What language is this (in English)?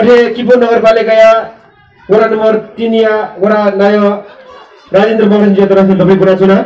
Newari